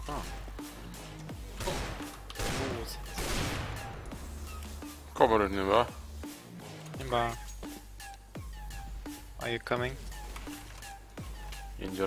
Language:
Swedish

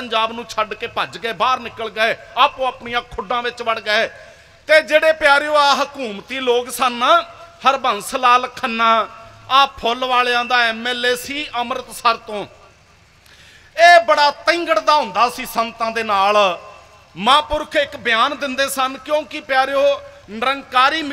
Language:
Punjabi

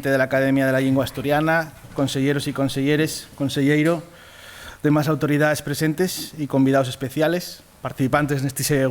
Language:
Asturian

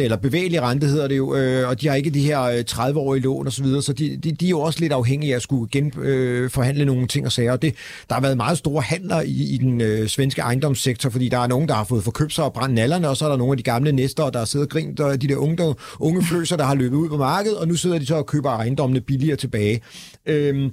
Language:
Danish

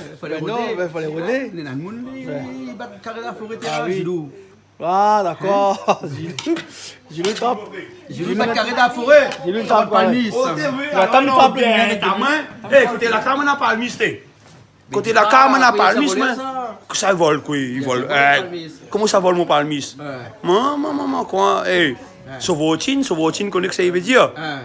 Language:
Réunion Creole French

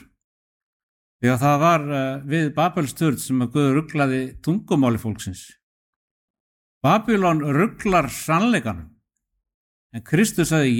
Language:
Icelandic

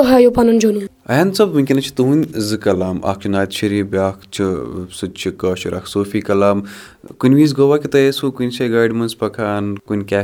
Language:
Kashmiri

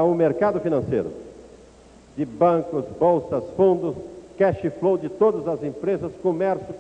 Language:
Portuguese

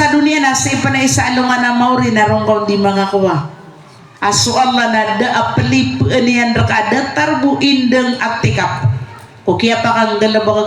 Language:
Maranao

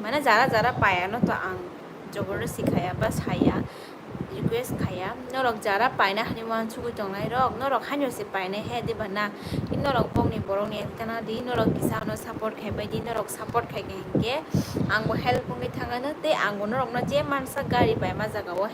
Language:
Kok Borok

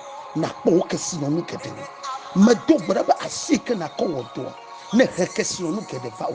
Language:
Ewe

